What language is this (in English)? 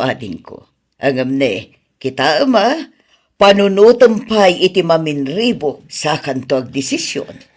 Iloko